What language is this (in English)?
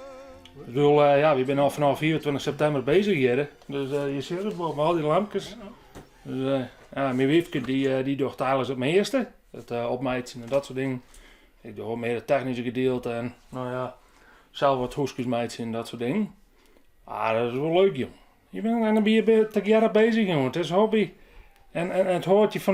Western Frisian